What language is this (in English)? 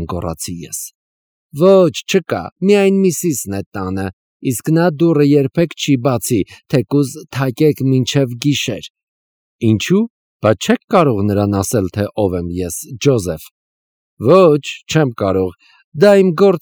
Armenian